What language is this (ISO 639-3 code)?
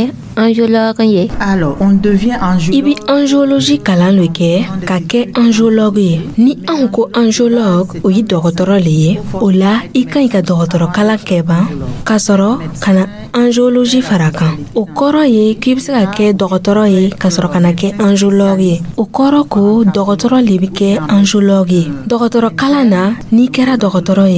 dyu